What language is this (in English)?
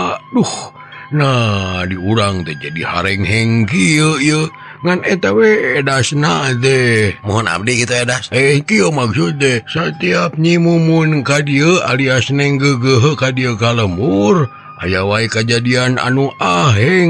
Sundanese